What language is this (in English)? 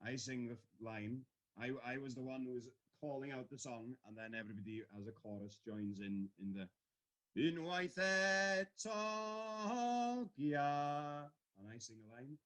Welsh